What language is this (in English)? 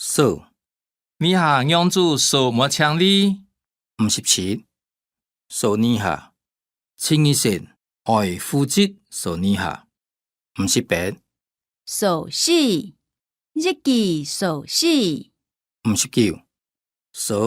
Hakka Chinese